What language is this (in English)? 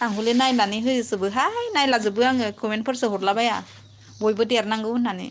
Bodo